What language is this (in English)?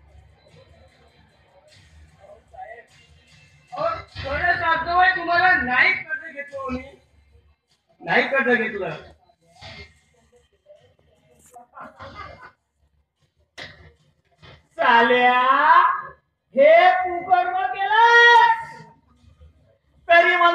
Marathi